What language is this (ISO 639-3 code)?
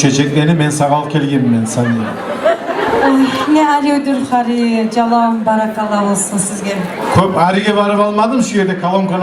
kum